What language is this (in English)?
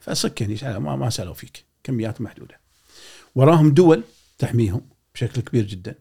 Gulf Arabic